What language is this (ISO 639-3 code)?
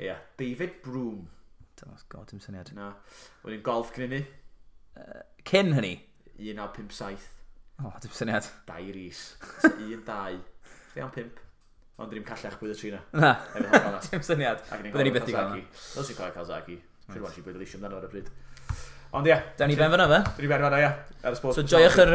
cym